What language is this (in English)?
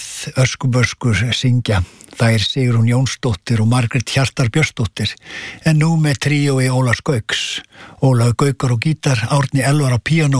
Icelandic